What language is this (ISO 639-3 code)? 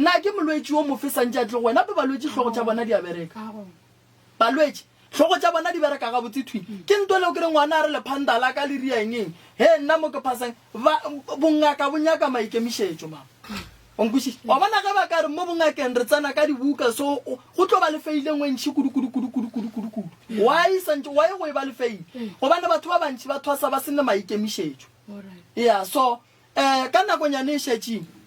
nso